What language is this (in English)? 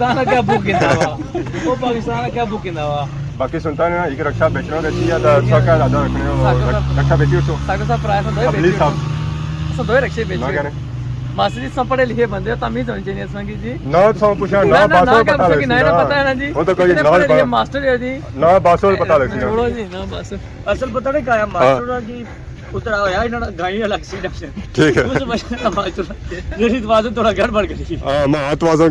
Pahari-Potwari